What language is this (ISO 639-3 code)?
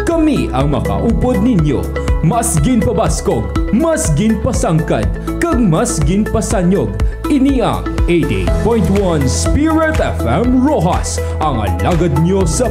hil